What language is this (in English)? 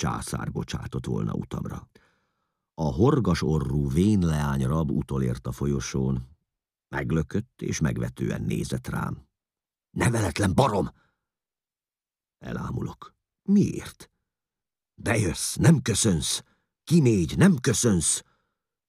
Hungarian